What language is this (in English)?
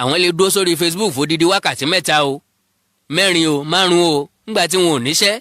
Yoruba